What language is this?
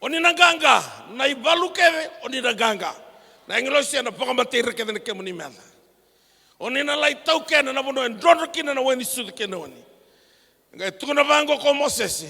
Fijian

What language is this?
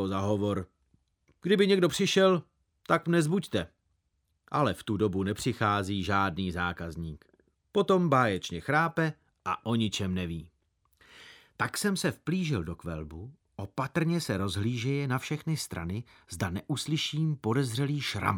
Czech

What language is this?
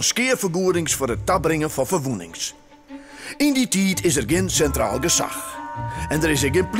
Western Frisian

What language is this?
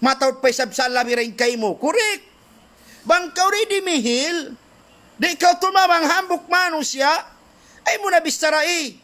Tausug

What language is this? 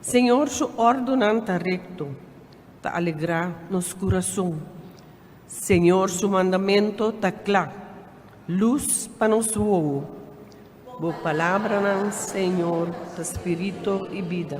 Papiamento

